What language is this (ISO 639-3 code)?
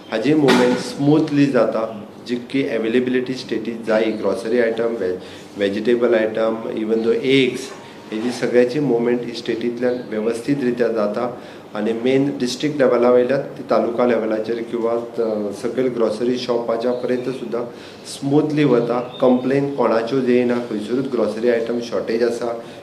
kok